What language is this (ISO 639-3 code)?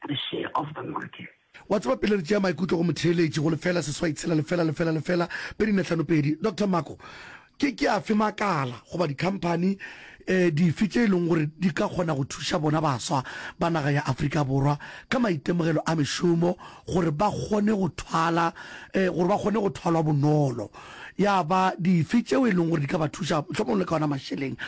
nso